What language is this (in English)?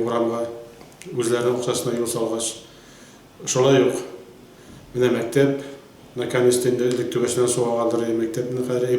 Tatar